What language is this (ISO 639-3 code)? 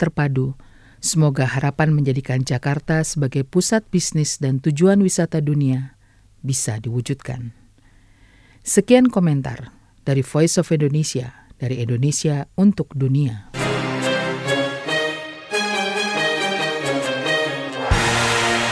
ind